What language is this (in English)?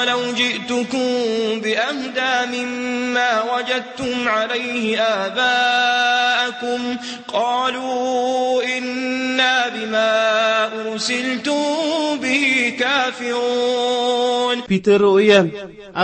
Maranao